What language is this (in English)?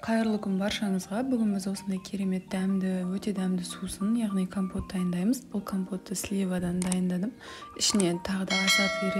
Kazakh